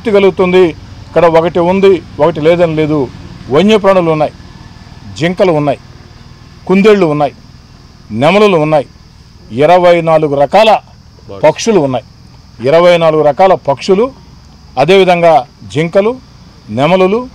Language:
Telugu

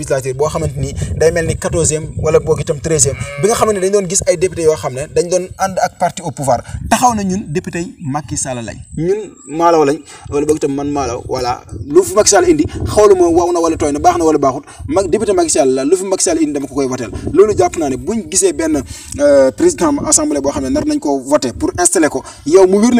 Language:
Wolof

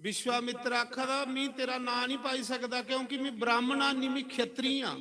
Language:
Dogri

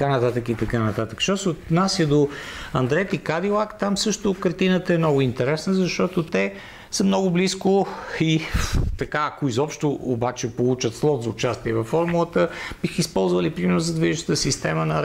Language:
Bulgarian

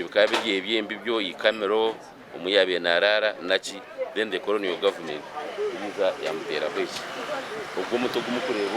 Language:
Nyankole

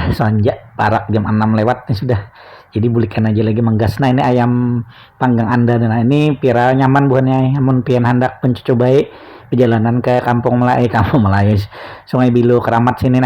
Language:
Banjar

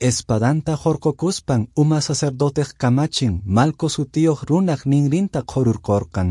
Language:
Quechua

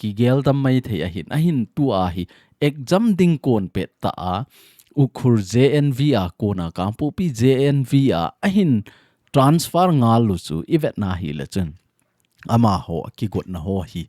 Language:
Thado Chin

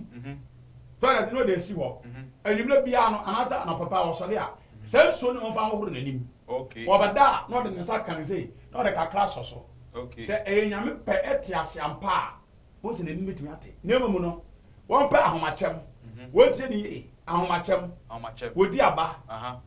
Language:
Akan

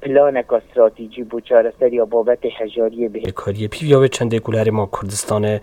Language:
Kurdish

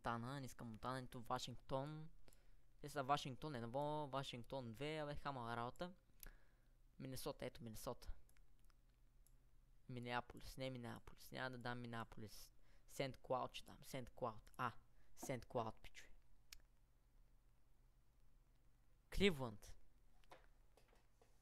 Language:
Bulgarian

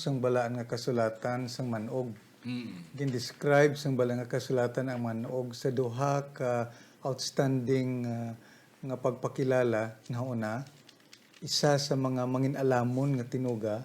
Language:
Hiligaynon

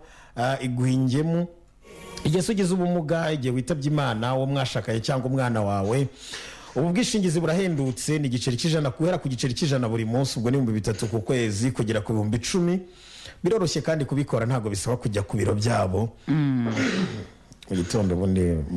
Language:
Kinyarwanda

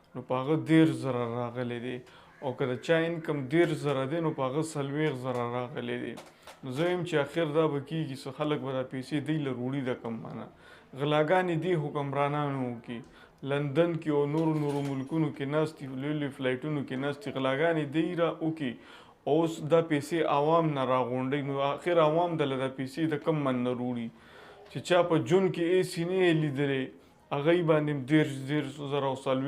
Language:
Pashto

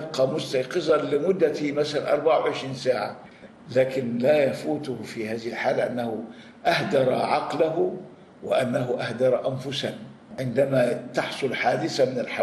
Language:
Arabic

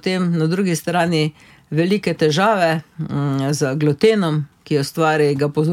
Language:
Slovenian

